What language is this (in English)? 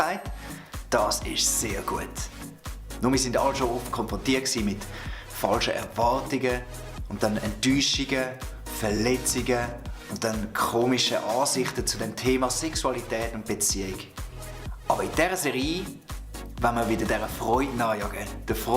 Swiss German